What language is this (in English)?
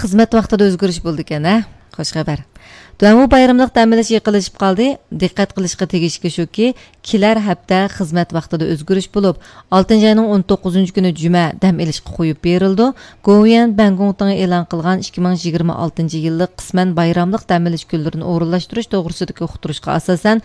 Uyghur